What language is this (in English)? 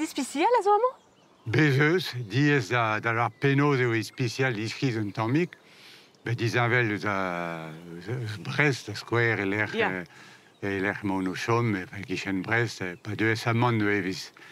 Breton